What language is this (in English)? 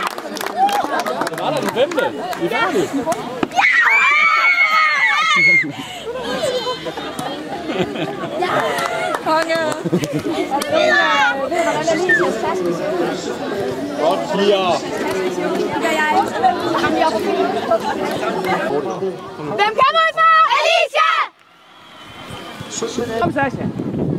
Danish